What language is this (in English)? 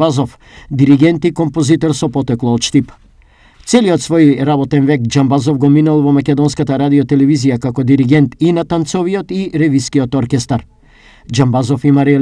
Macedonian